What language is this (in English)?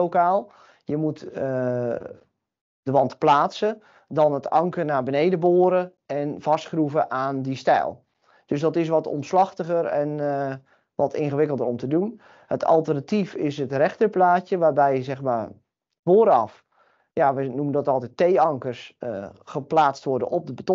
Dutch